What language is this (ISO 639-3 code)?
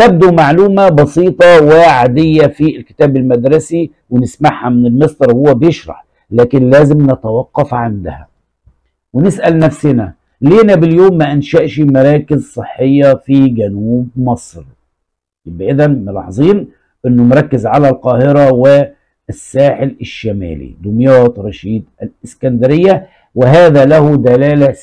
arz